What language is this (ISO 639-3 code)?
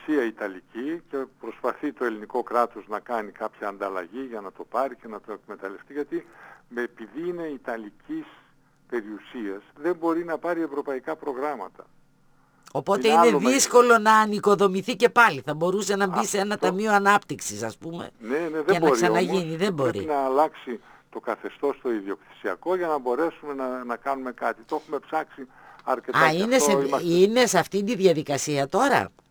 ell